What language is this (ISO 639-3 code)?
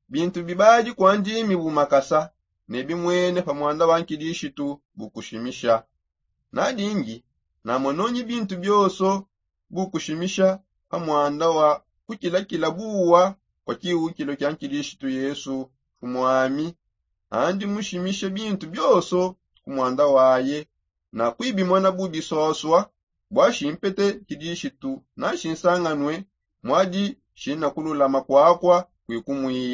sop